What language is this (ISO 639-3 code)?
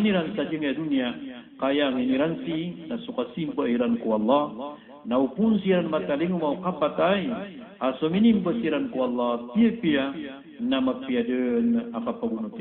mrw